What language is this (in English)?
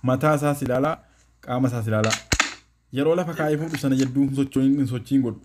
Oromo